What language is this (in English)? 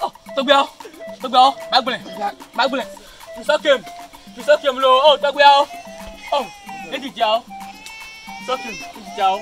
Ewe